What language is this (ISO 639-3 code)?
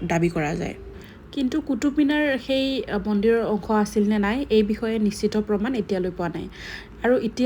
asm